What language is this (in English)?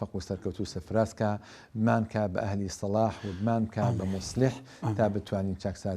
Central Kurdish